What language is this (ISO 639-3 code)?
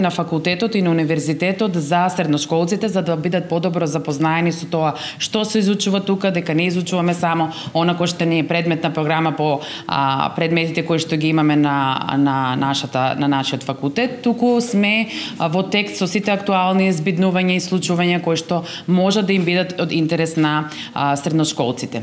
mkd